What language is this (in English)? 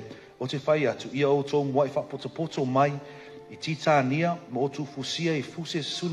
Samoan